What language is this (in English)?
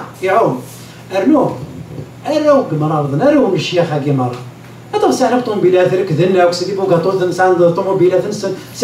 Kabyle